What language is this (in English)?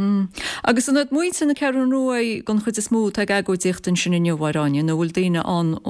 Irish